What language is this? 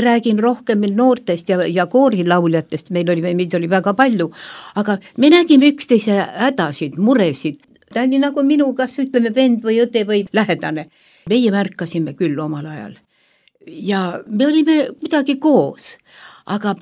Estonian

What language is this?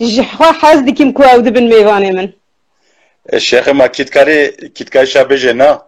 Kurdish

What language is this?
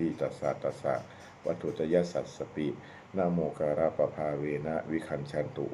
Pali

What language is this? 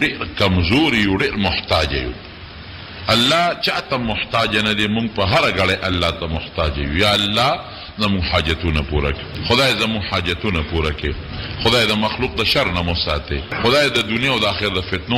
Pashto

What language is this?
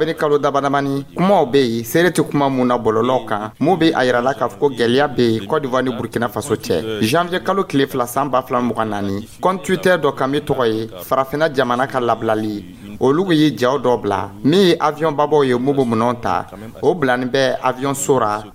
Dyula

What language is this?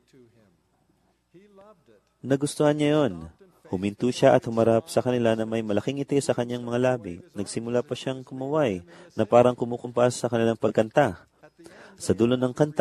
Filipino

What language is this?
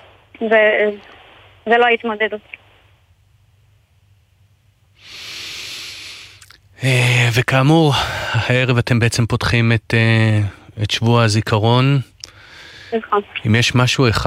Hebrew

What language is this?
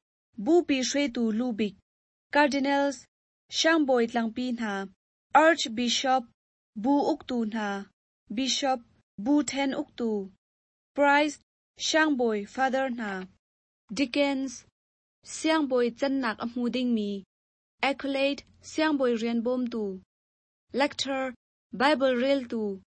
Hakha Chin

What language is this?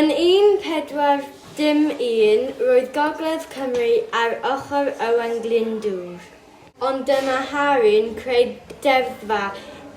Welsh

